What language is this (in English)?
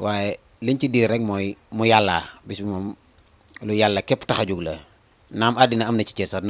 Wolof